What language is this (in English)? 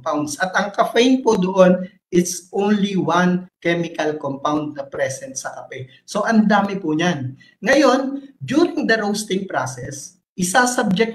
Filipino